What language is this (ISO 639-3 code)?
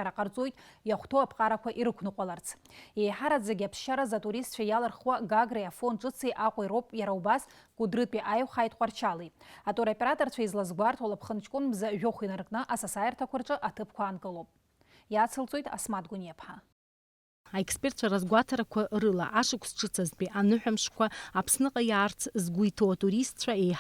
abk